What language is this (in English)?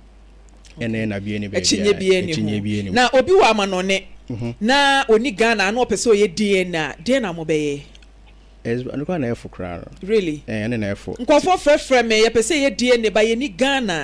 Akan